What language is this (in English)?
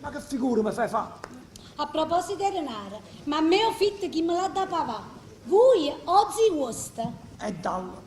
Neapolitan